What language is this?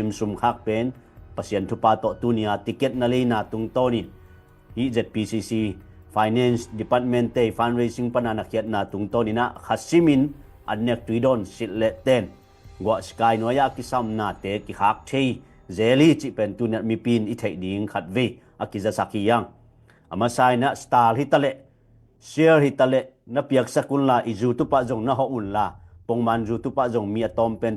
Tedim Chin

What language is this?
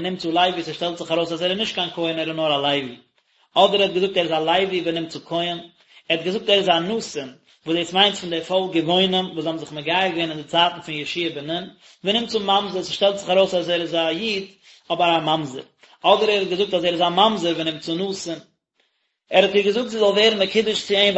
Yiddish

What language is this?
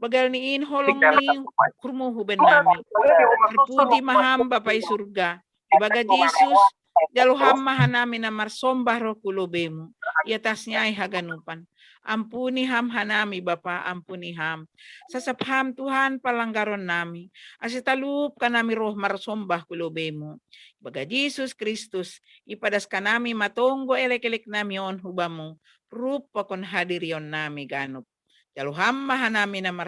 Batak Simalungun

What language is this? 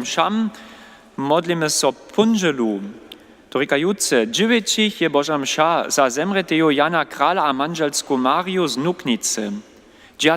Upper Sorbian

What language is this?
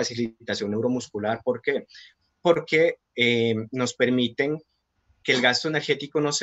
Spanish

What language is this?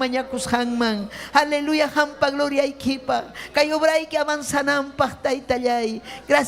Ayacucho Quechua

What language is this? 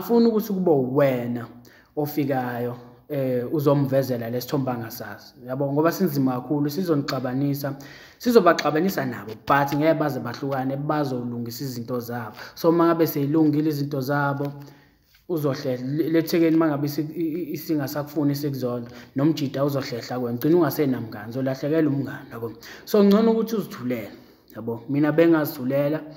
Zulu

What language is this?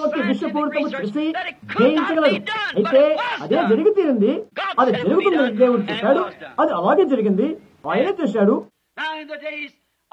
Telugu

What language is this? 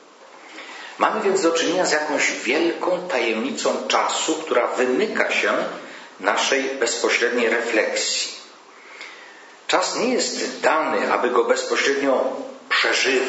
Polish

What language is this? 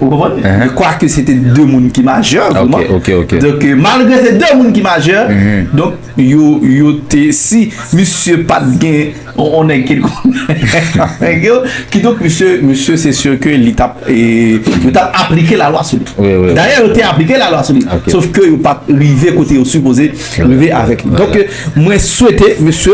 Haitian Creole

